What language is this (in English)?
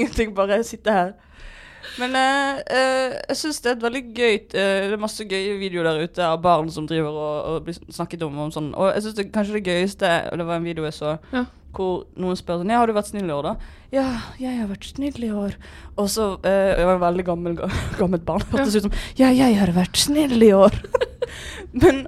Norwegian